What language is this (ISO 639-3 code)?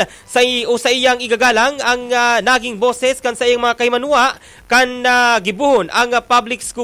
bik